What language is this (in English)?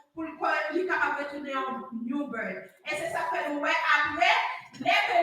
Haitian Creole